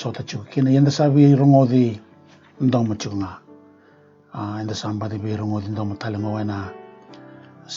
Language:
Fijian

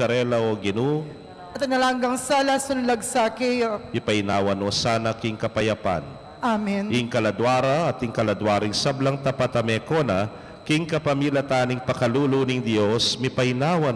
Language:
Pampanga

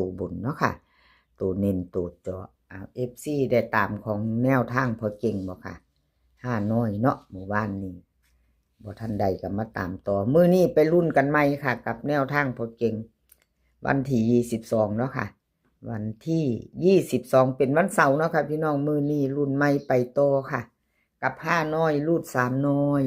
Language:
Lao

